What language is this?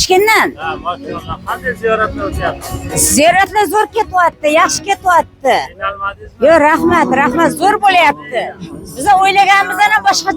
Uzbek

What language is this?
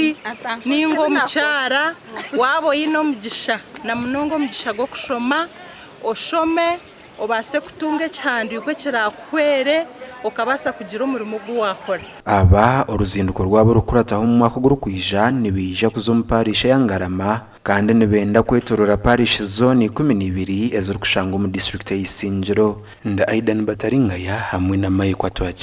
Nyankole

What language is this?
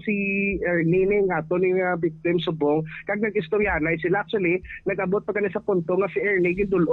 Hiligaynon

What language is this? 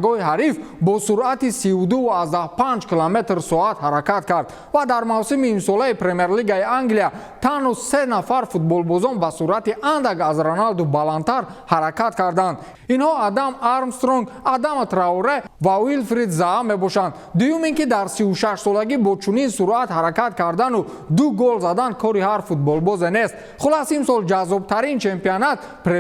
Tajik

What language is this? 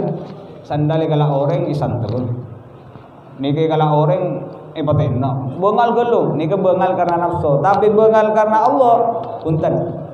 Indonesian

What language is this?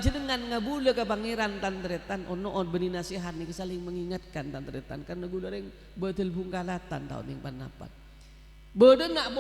Madurese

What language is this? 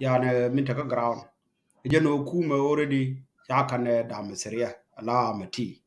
Nuer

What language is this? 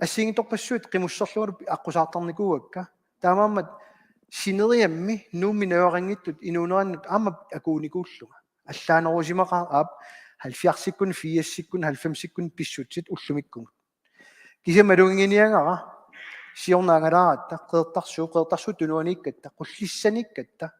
Kalaallisut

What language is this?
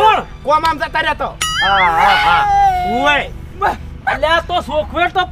Gujarati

